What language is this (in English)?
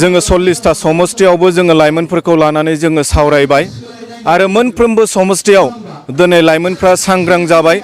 Bodo